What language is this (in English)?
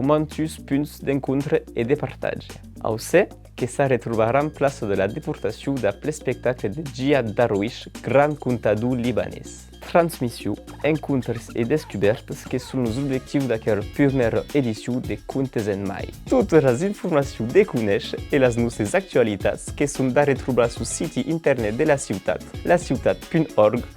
Occitan